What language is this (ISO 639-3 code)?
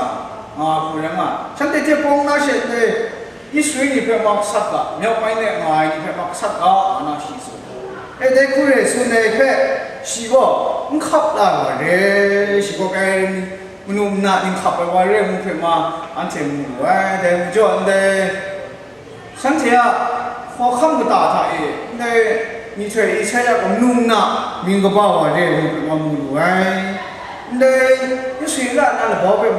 kac